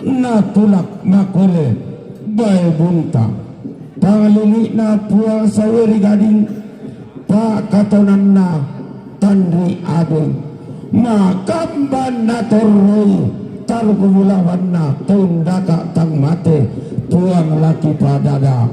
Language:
Toraja-Sa'dan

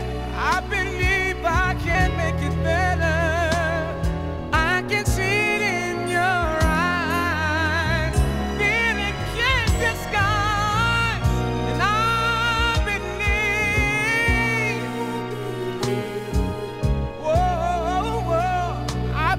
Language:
English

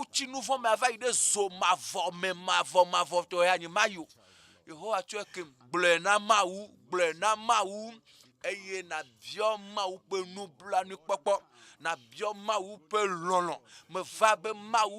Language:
Ewe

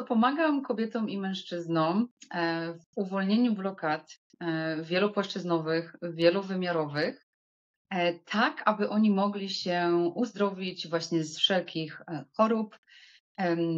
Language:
Polish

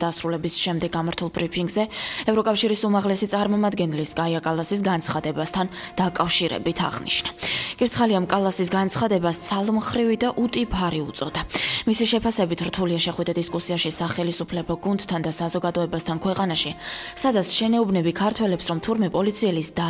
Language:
Georgian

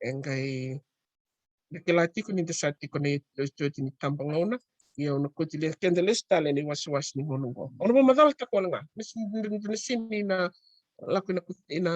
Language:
Fijian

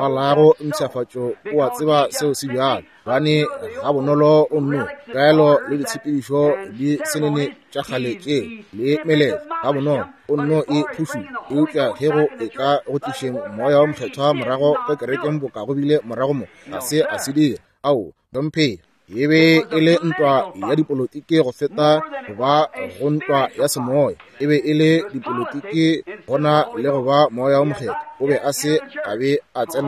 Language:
Northern Sotho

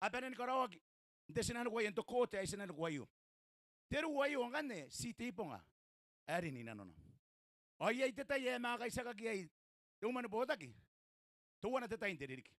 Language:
Gilbertese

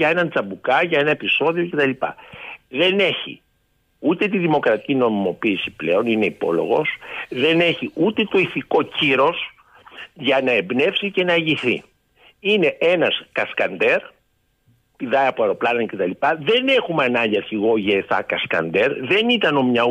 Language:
Greek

